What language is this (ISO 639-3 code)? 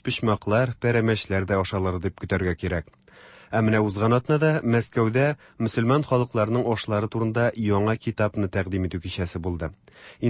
tat